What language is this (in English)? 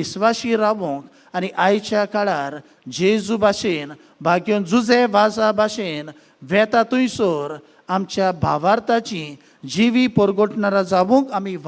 Konkani